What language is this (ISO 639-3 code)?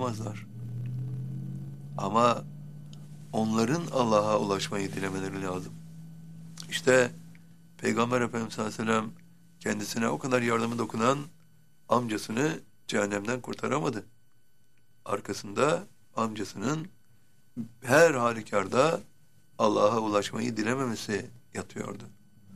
tur